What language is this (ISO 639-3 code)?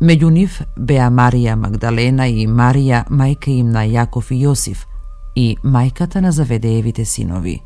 mkd